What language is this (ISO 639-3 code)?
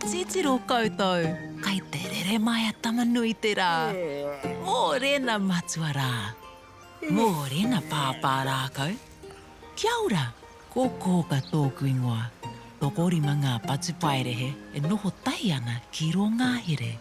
mri